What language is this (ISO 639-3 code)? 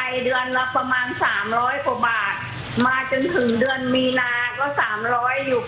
tha